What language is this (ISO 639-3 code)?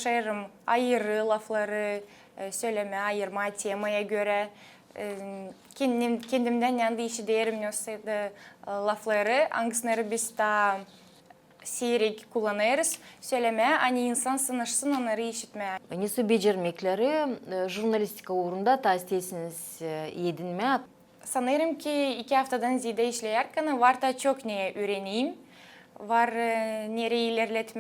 gag